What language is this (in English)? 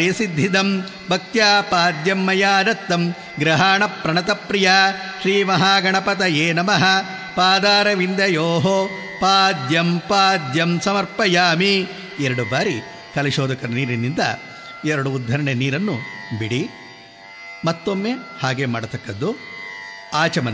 Kannada